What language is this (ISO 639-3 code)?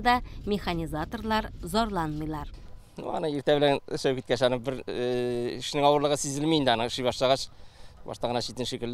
tat